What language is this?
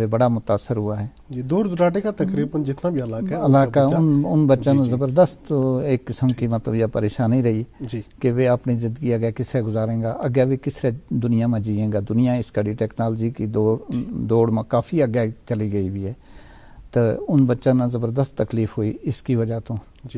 Gujari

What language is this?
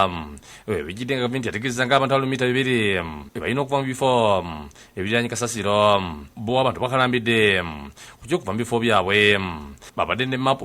Ganda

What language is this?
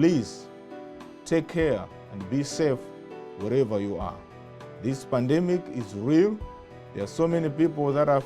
English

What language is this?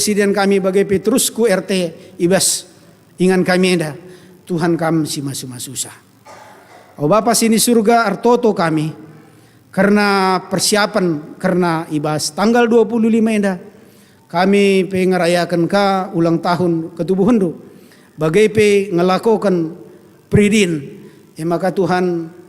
Batak Karo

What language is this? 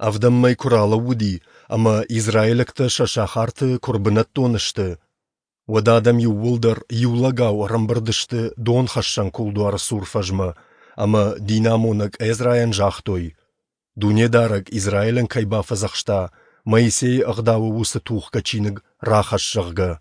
Ossetic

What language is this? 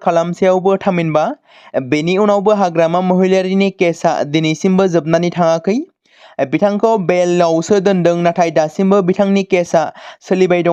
Bodo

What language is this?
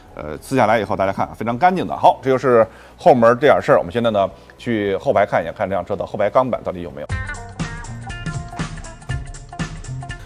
Chinese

